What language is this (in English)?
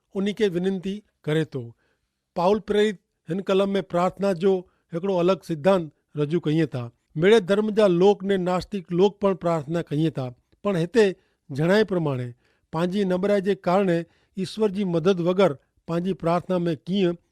Kachhi